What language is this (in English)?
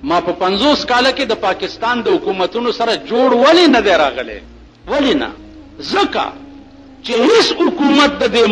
Pashto